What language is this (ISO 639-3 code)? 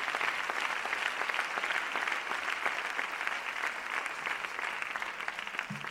eus